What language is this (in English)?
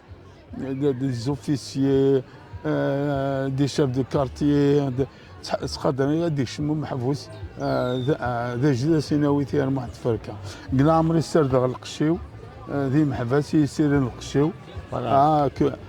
Kabyle